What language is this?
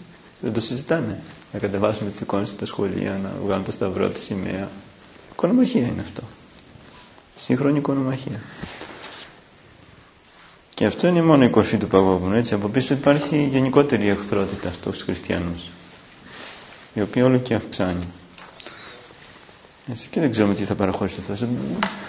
Greek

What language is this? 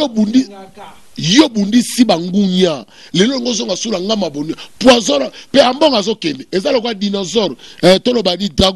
Lingala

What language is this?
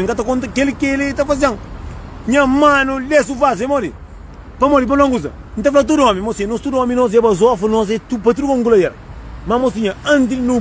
Kabuverdianu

